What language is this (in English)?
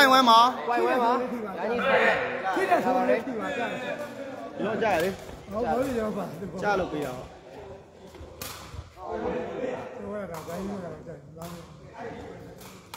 Burmese